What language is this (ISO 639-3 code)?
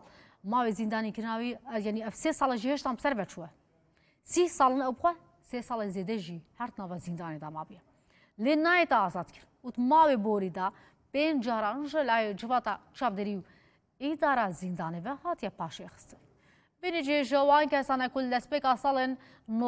kur